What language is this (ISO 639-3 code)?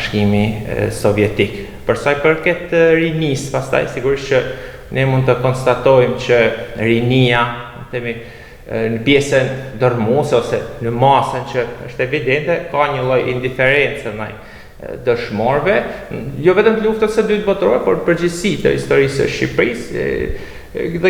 sqi